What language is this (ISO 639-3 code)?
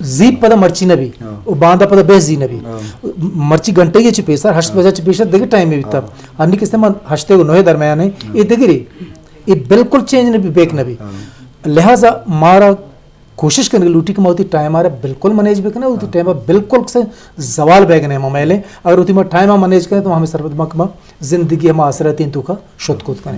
bgp